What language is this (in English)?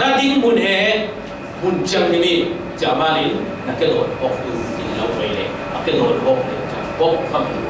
Falam Chin